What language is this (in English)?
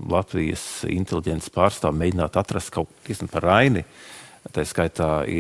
Latvian